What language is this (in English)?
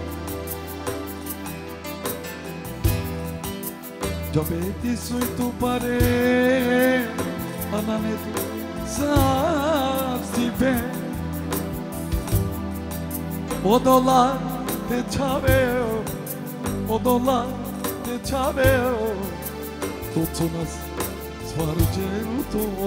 Romany